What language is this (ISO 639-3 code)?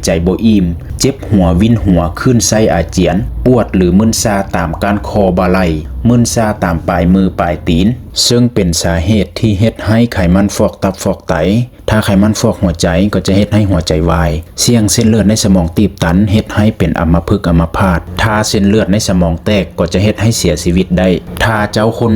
lao